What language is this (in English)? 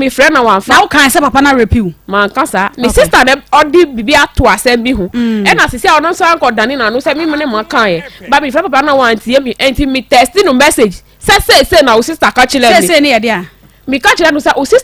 Akan